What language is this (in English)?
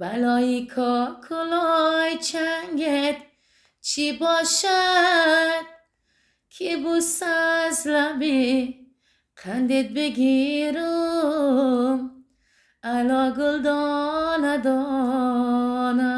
Tajik